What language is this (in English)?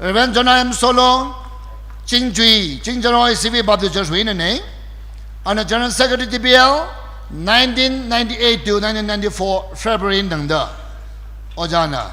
Tangkhul Naga (India)